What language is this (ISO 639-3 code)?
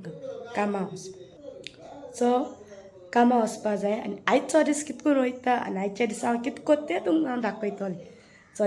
kok